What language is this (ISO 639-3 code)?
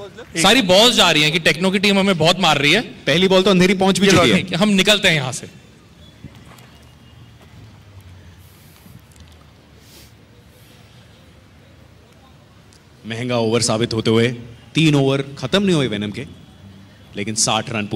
hin